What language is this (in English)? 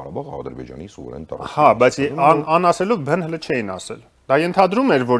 Armenian